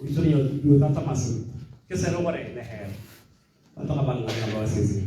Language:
Tswana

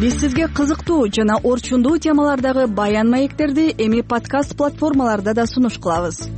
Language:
Kyrgyz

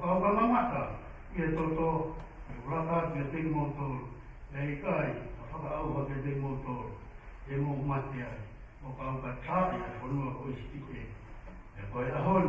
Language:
Tongan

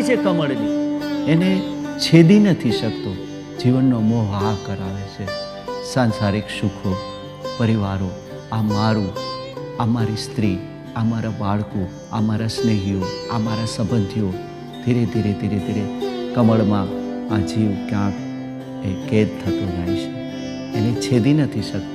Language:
Gujarati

